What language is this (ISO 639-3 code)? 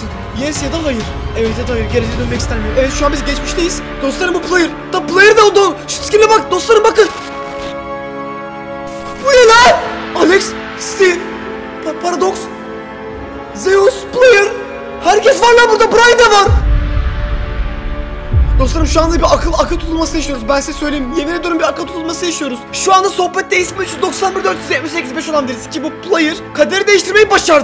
tur